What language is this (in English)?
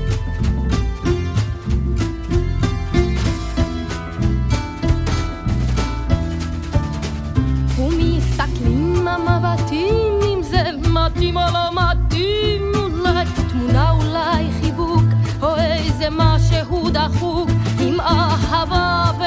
Hebrew